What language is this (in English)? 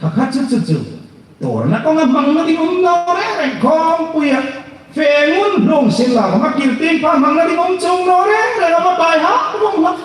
Hmar